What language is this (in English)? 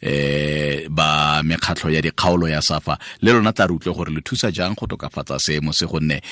Tswana